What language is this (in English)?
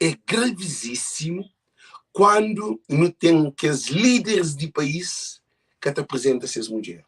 Kabuverdianu